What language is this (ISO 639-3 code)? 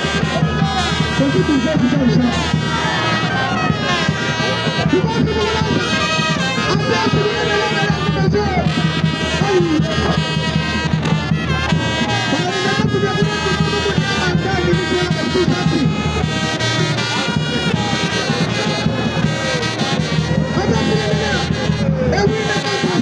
swa